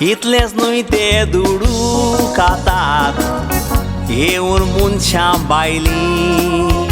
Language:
Konkani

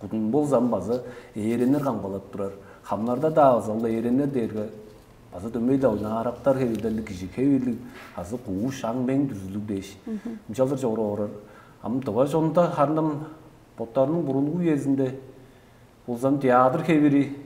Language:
Tuvinian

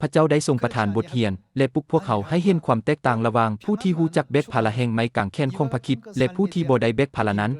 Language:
Lao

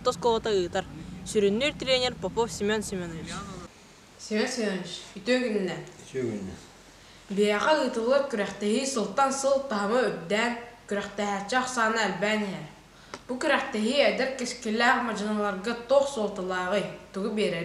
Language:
Yakut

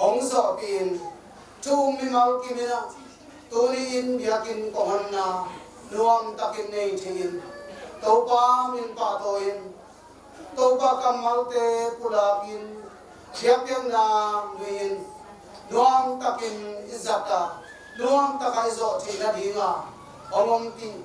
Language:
Tedim Chin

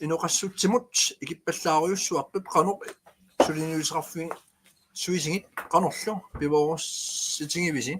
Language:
Kalaallisut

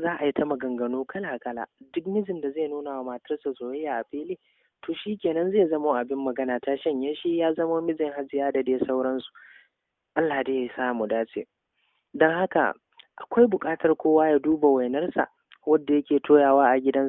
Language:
Hausa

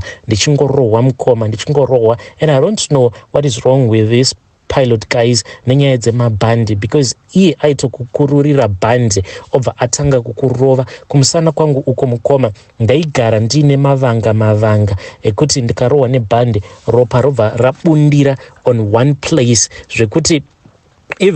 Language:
Shona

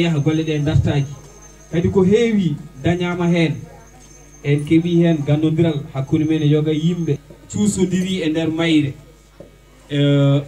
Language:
Fula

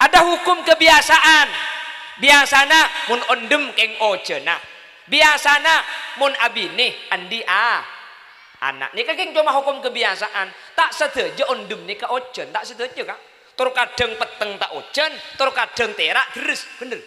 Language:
Madurese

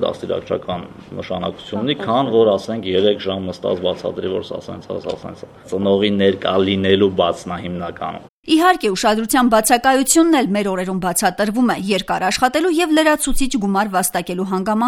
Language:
Armenian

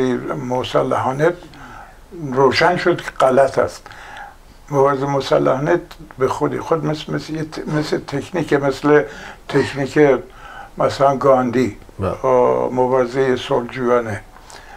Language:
Persian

